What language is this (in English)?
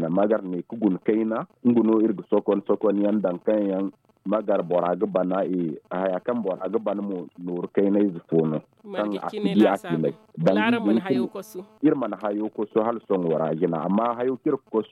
Zarma